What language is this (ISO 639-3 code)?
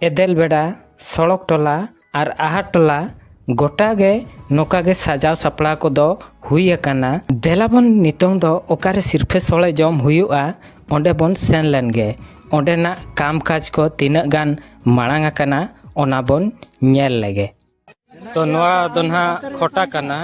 sat